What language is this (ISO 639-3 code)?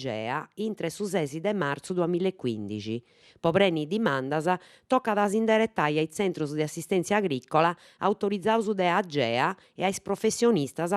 srd